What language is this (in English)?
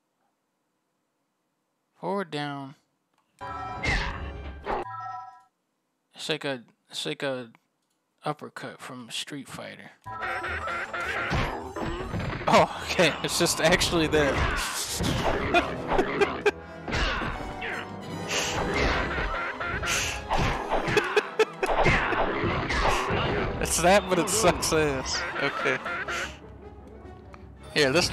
English